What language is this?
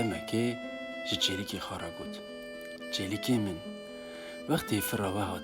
Kurdish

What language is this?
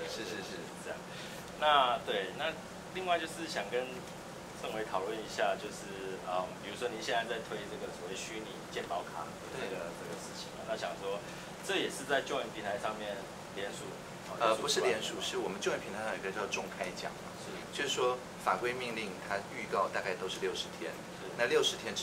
Chinese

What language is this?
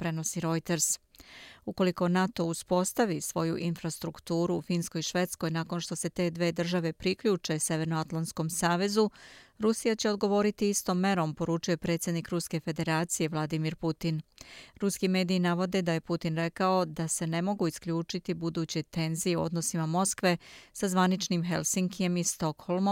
Serbian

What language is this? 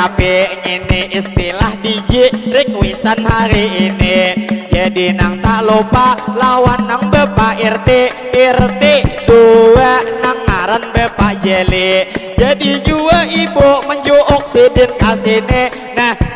Banjar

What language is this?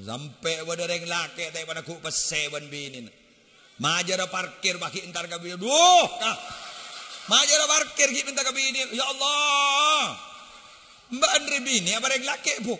Madurese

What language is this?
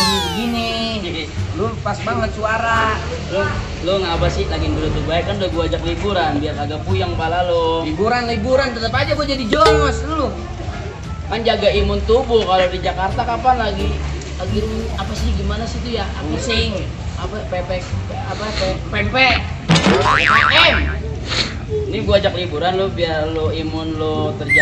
Betawi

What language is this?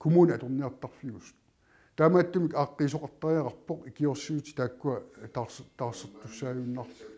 Kalaallisut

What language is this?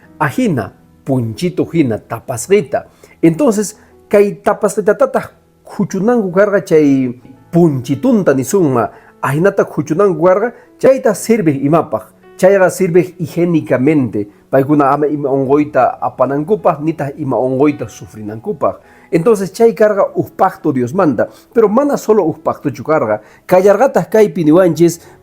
Quechua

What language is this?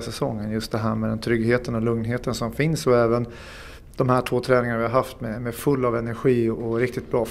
Swedish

